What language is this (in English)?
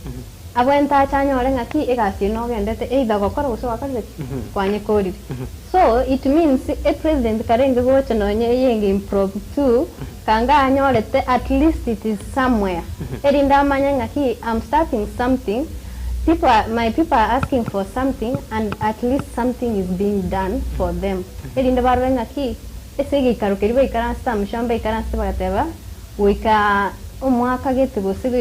Gusii